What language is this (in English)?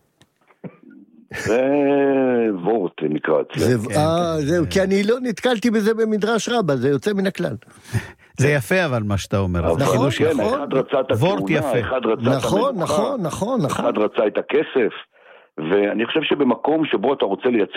Hebrew